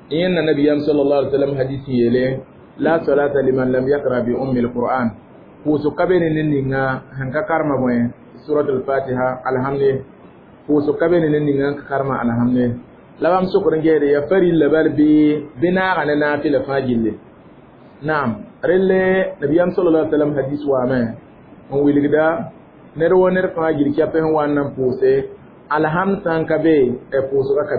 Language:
Mossi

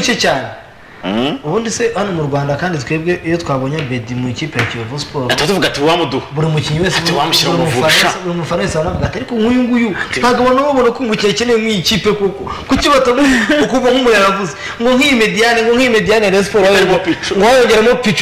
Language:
Kinyarwanda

